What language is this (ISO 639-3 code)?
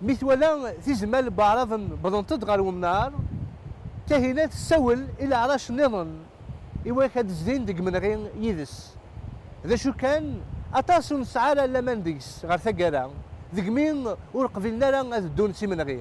kab